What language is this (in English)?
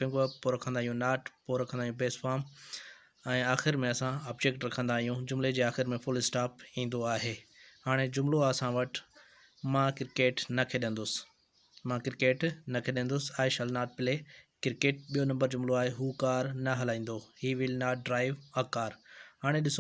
Sindhi